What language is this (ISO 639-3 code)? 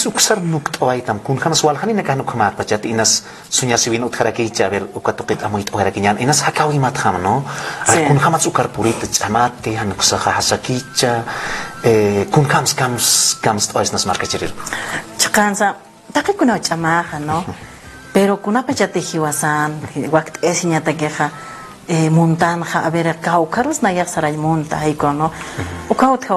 aym